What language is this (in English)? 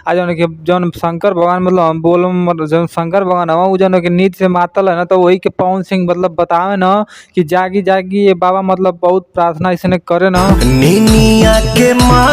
Bhojpuri